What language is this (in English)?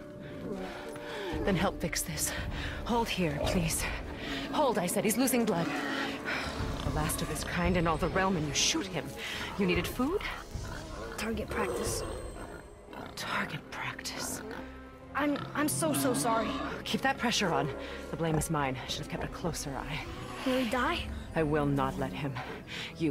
English